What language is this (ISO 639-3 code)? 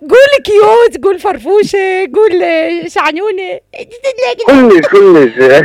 acm